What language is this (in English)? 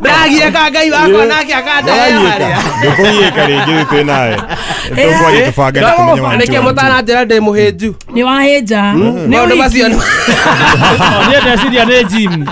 Kikuyu